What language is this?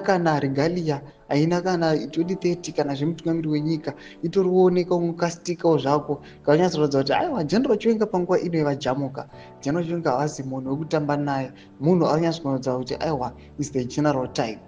Shona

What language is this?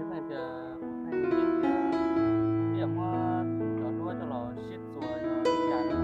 Hmong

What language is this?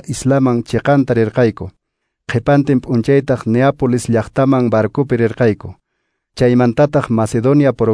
Quechua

